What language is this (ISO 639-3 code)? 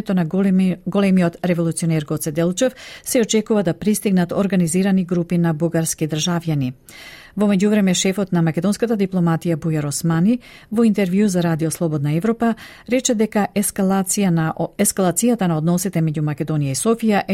mkd